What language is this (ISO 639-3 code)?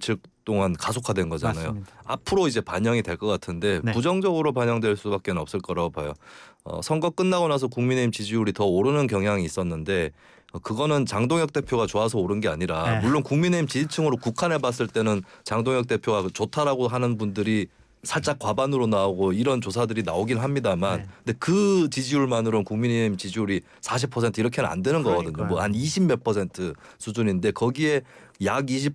kor